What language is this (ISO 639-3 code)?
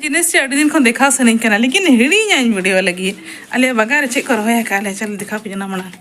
sat